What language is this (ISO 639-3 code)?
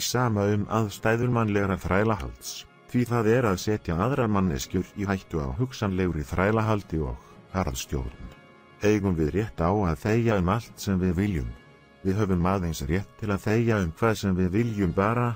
isl